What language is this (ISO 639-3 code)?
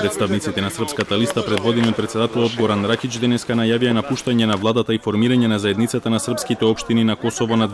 mkd